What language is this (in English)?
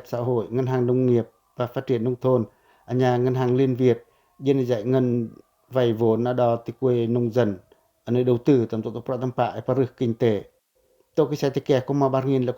Pacoh